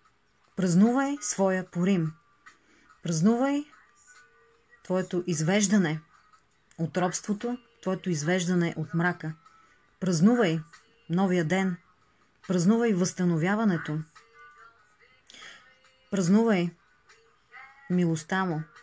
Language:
Bulgarian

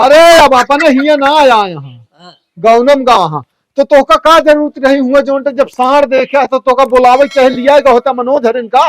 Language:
Awadhi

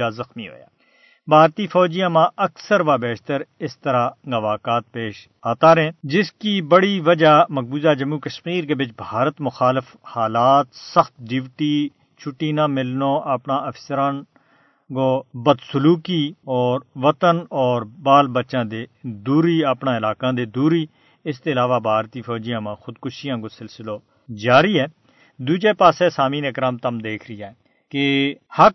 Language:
Gujari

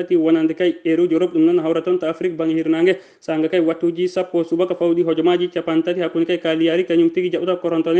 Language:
Fula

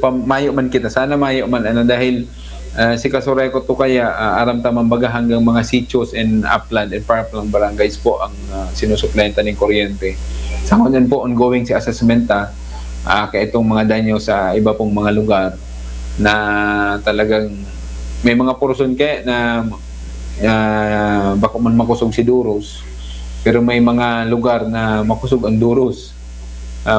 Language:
Bikol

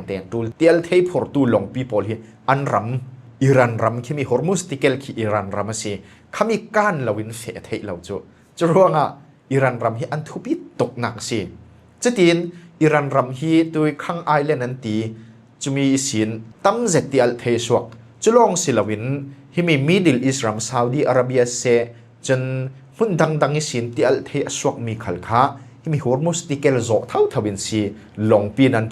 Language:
Falam Chin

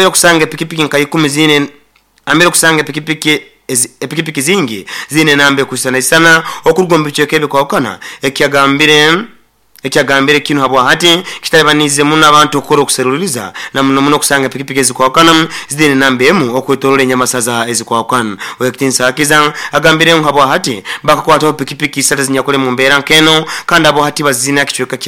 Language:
Nyoro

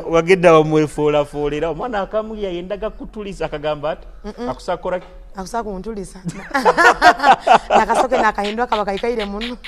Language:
Tooro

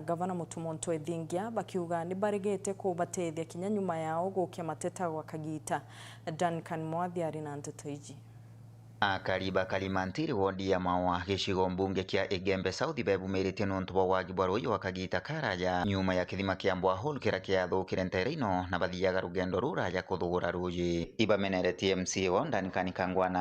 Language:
Meru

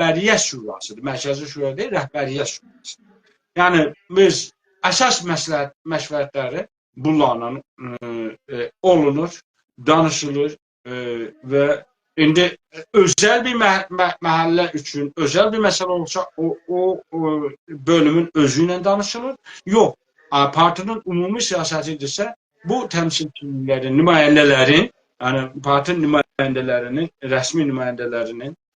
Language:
South Azerbaijani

